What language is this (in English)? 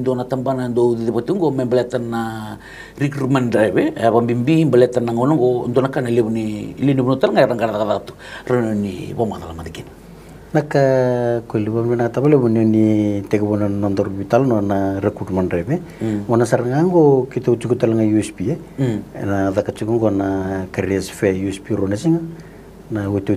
Fijian